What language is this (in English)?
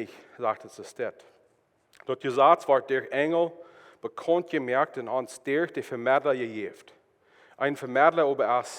Plautdietsch